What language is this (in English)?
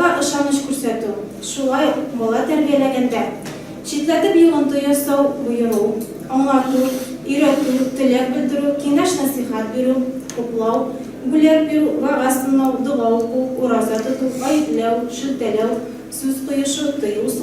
Tatar